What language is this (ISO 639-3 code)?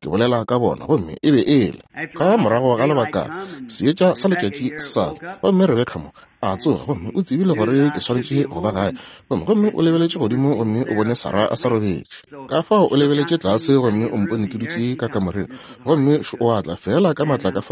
nso